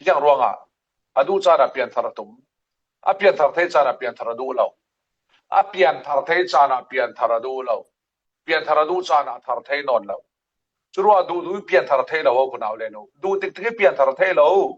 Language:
Falam Chin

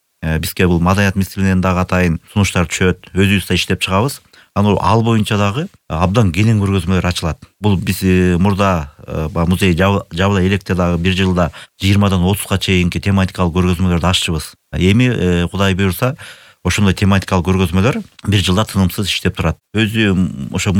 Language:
Kyrgyz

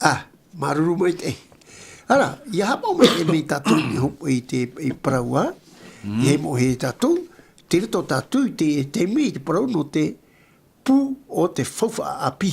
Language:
Tahitian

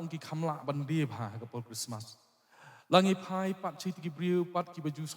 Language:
Khasi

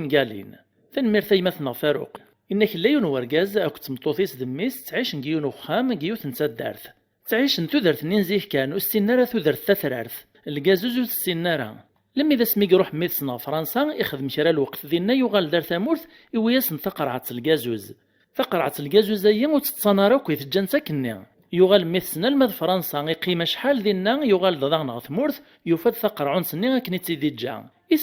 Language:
Kabyle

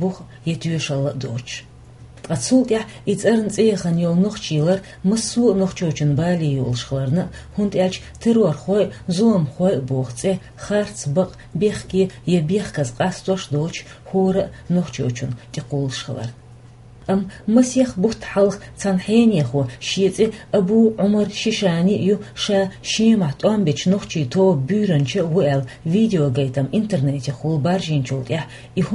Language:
Chechen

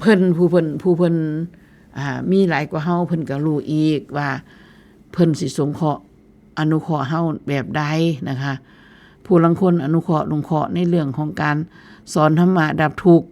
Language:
Northeastern Thai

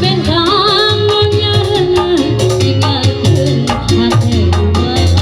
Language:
Sundanese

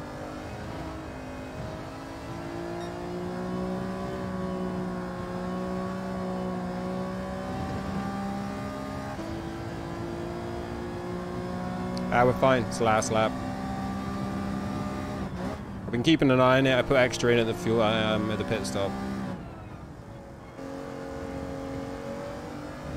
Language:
English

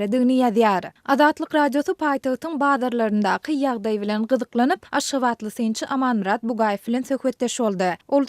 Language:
Turkmen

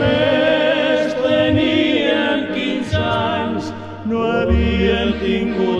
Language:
Catalan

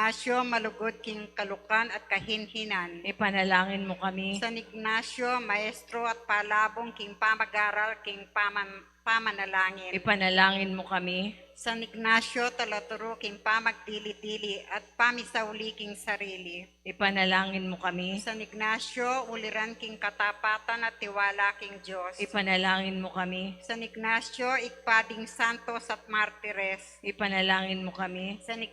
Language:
Pampanga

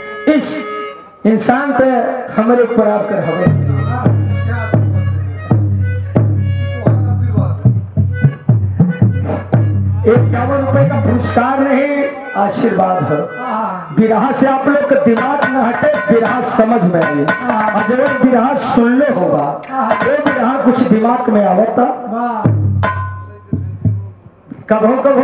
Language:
Bhojpuri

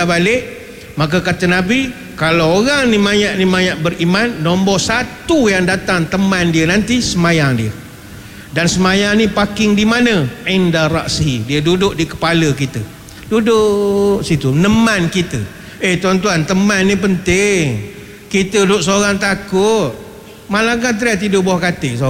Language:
Malay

